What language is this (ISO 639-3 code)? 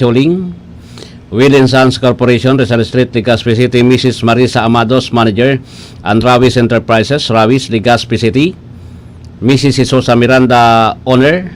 bik